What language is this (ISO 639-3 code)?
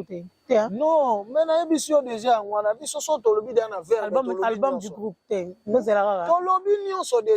lin